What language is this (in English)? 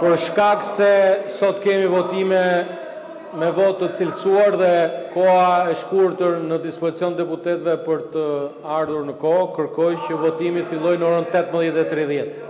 Albanian